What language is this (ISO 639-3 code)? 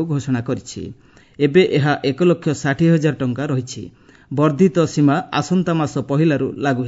ori